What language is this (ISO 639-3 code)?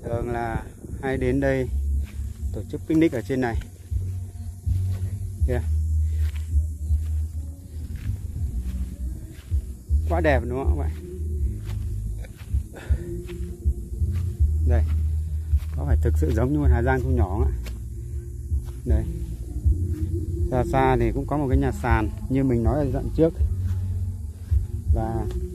vie